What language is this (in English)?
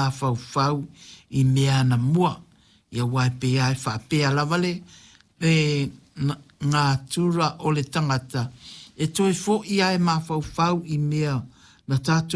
Samoan